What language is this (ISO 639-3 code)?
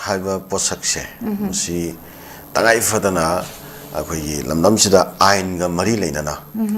mni